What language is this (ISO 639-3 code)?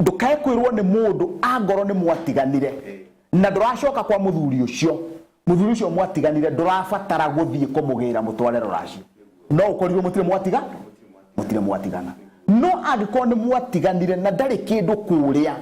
kik